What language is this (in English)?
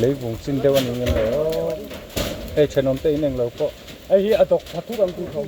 Mizo